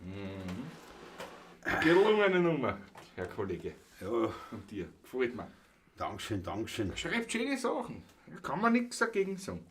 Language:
Bavarian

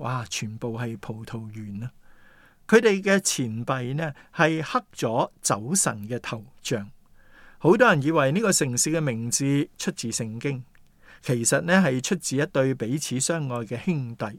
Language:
Cantonese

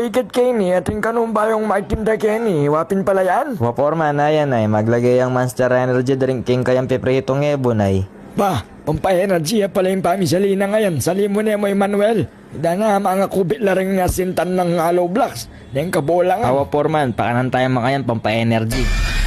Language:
Pampanga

